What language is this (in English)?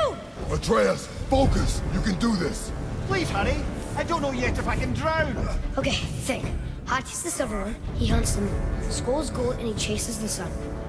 English